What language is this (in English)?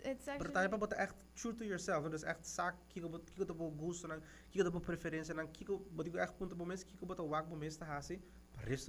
Papiamento